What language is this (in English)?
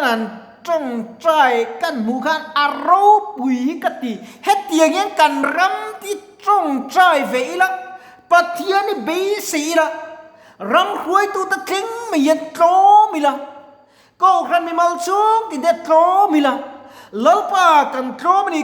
Mizo